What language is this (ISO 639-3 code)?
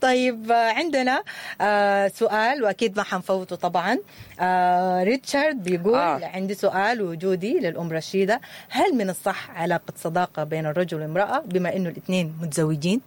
apd